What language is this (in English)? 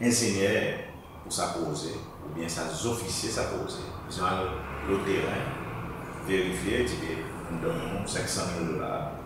Seselwa Creole French